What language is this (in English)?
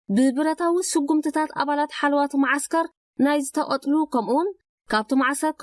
Tigrinya